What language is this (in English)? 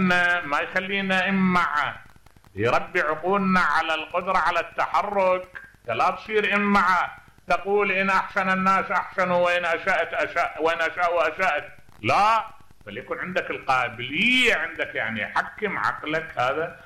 Mesopotamian Arabic